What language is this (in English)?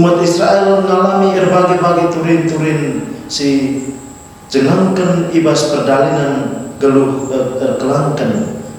Batak Karo